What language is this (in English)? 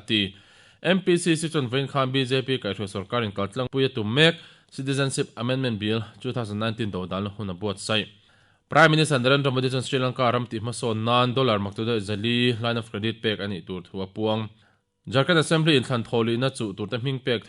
Mizo